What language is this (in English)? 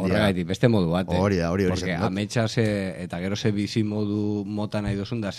Basque